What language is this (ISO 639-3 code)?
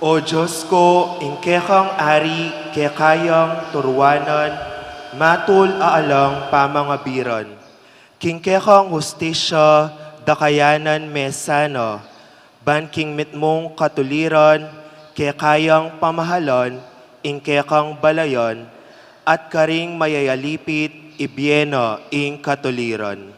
pam